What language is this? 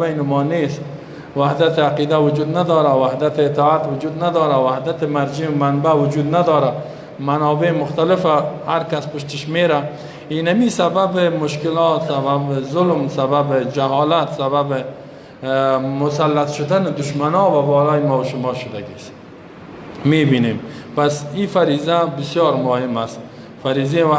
Persian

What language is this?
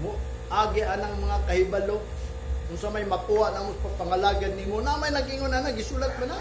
Cebuano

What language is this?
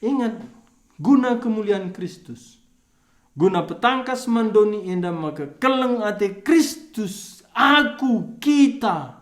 Batak Karo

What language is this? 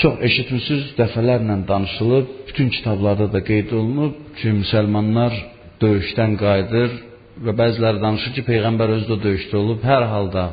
Azerbaijani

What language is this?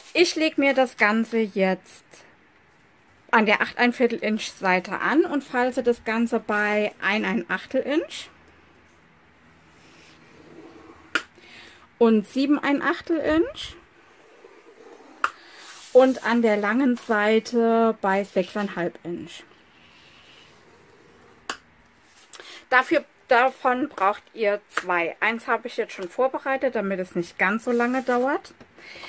German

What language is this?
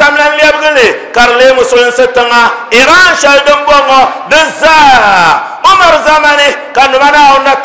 Dagbani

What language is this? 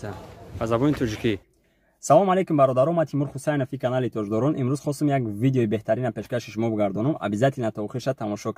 Tajik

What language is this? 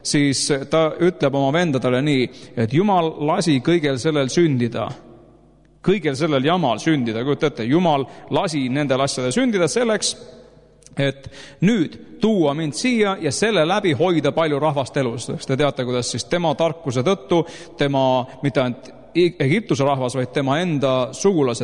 Estonian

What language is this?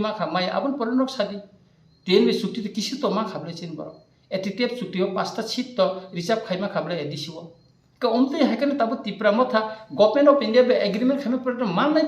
Kok Borok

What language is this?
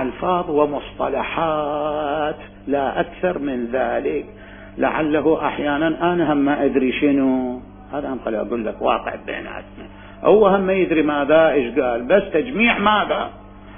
Mesopotamian Arabic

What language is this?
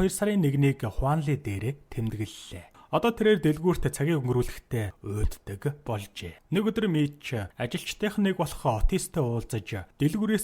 Mongolian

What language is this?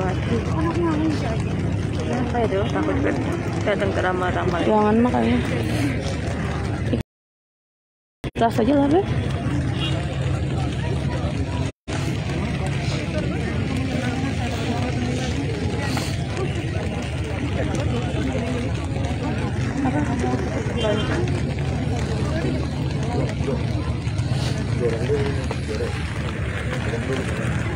Indonesian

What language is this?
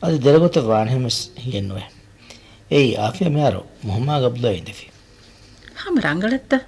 Divehi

